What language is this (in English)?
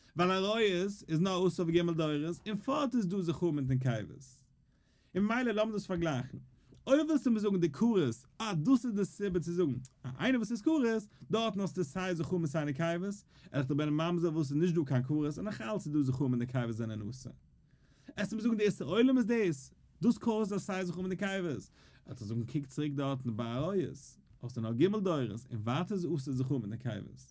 Yiddish